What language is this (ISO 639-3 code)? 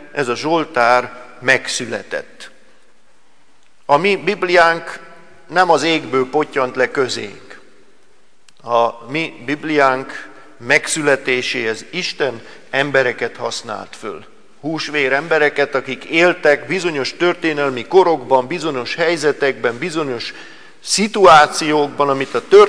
hun